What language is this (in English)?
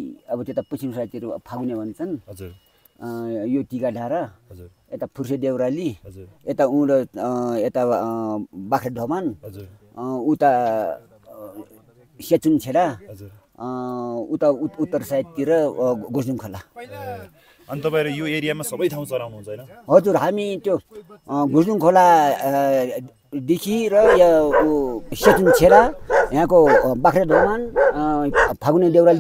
Nepali